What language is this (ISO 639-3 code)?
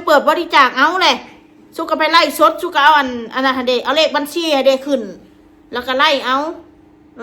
tts